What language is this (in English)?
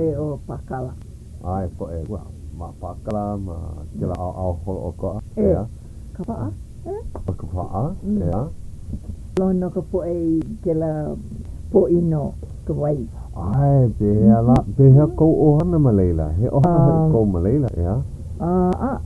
Hawaiian